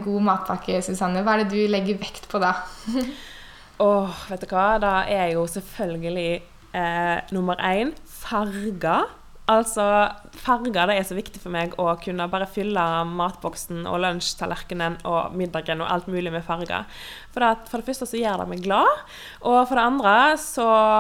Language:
Norwegian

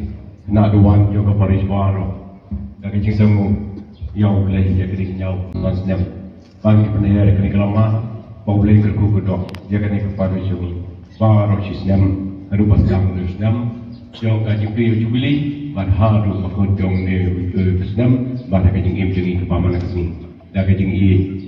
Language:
Khasi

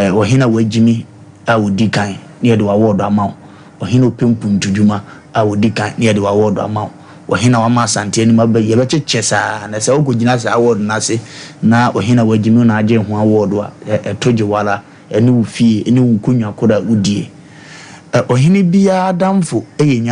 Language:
Akan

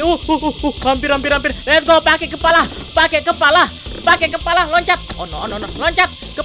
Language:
Indonesian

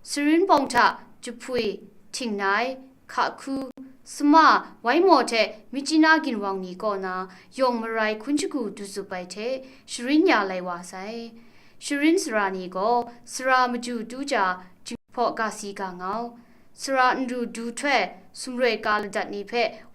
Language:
Kachin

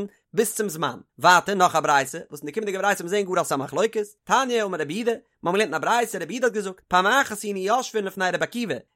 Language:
Yiddish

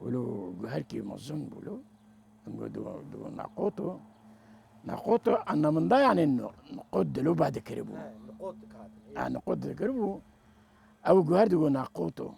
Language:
Kurdish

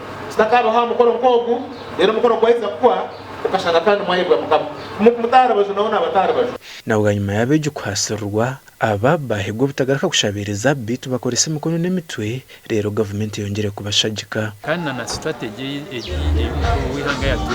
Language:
Nyankole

